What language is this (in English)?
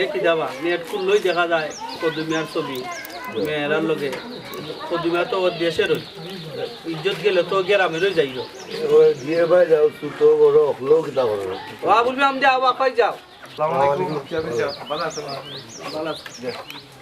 Sylheti